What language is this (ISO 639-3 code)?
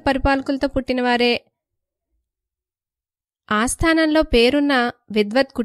tel